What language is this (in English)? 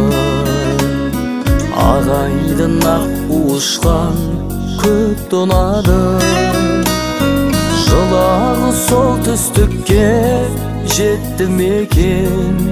Kazakh